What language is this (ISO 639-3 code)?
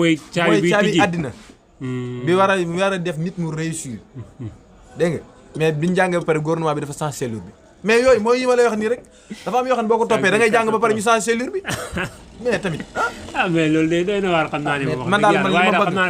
wol